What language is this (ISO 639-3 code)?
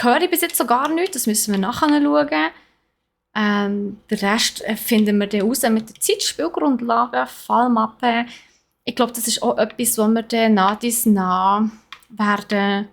gsw